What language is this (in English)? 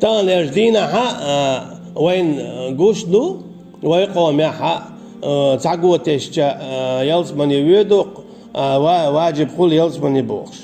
Chechen